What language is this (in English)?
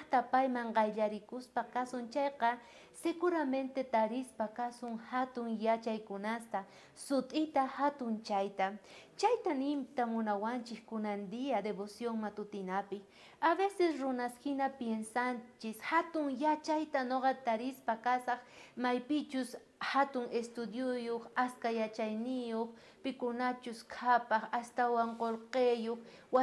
South Bolivian Quechua